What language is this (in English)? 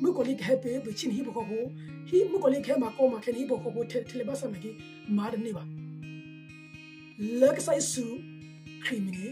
S'gaw Karen